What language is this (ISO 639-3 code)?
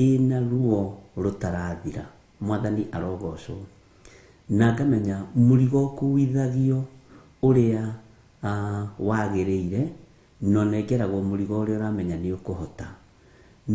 kik